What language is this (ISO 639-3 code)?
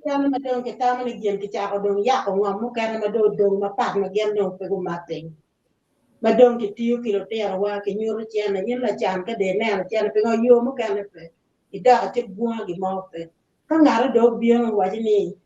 ach